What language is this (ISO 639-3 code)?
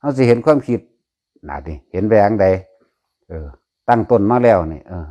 tts